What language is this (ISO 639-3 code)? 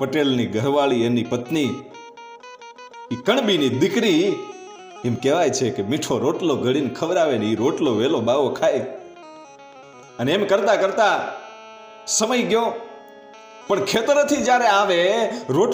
guj